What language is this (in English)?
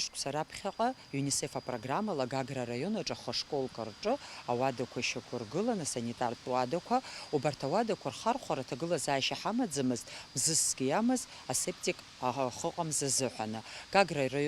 Abkhazian